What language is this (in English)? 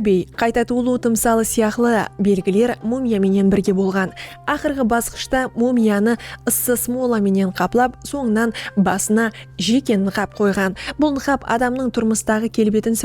Kara-Kalpak